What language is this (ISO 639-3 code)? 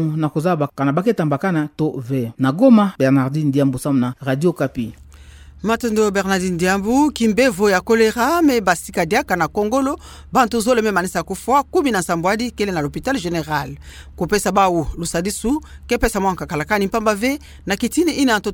ktu